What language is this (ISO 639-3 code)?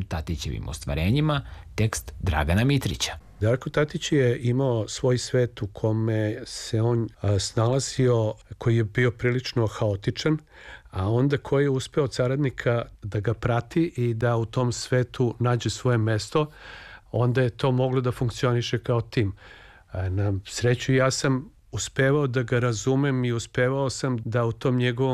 srp